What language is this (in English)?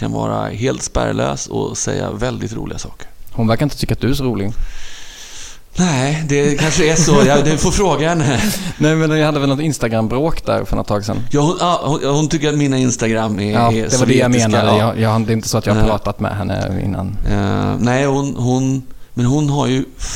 Swedish